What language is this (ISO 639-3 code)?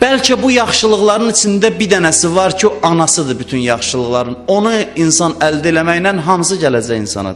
aze